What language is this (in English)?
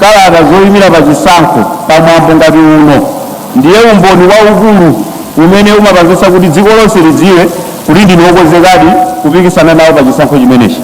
Nyanja